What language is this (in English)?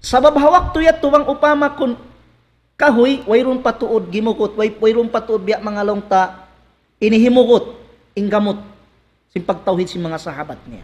Tausug